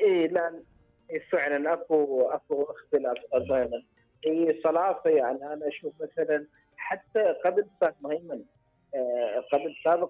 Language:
Mesopotamian Arabic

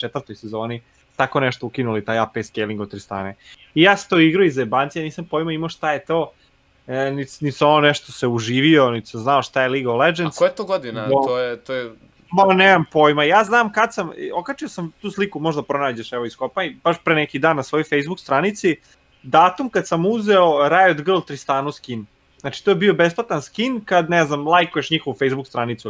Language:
Serbian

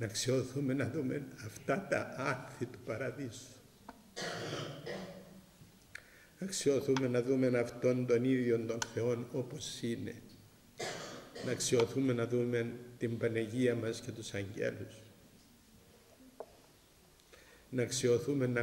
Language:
Greek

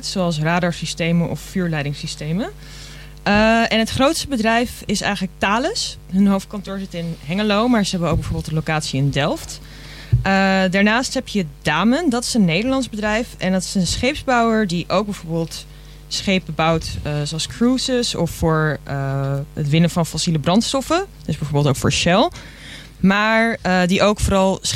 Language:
Dutch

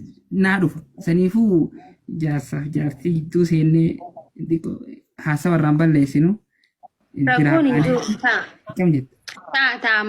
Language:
Oromo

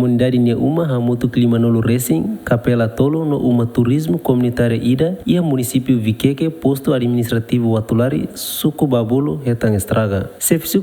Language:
Tetum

